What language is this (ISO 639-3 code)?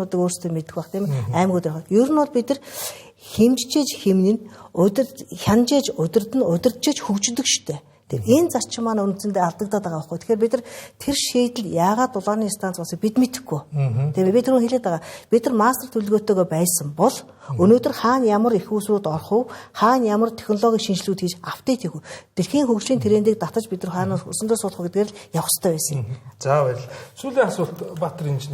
mon